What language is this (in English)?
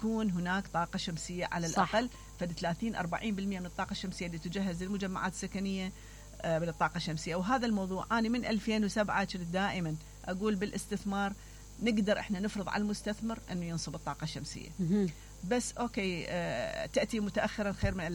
Mesopotamian Arabic